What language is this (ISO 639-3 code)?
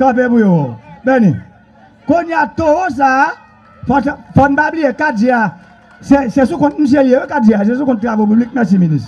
hat